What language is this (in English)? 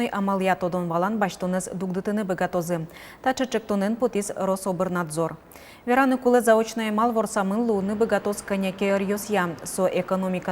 Udmurt